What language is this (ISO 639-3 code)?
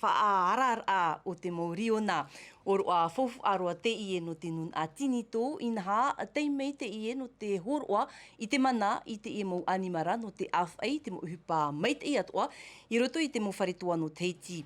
tah